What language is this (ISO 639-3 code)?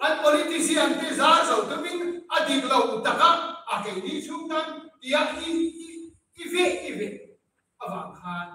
lus